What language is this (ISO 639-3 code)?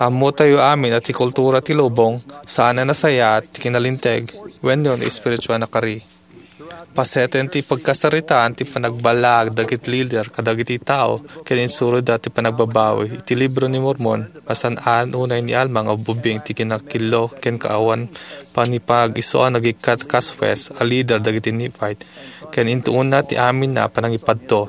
ilo